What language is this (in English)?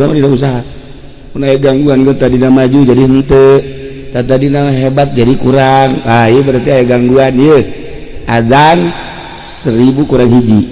Sundanese